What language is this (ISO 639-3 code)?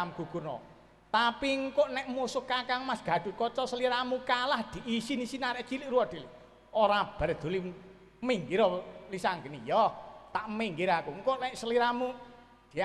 jav